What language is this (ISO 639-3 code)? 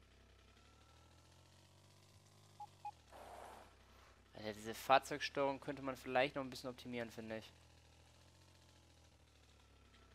deu